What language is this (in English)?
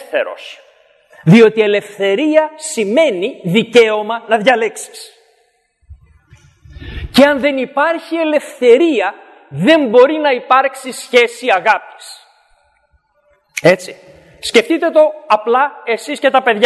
Greek